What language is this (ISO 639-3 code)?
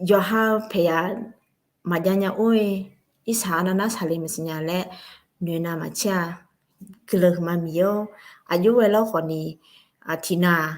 ahk